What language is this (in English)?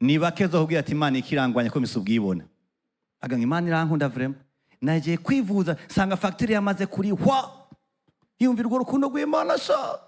Rundi